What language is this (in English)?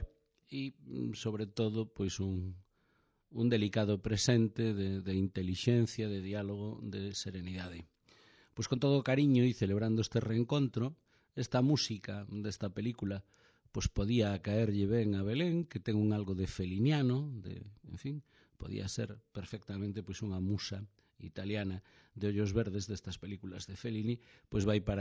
Galician